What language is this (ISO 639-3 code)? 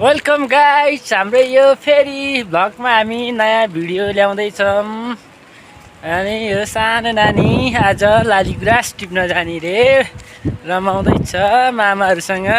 nep